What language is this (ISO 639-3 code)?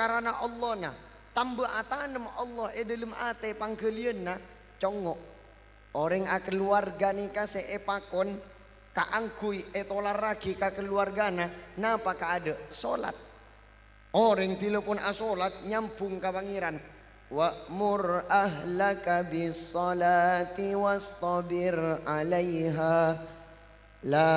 mad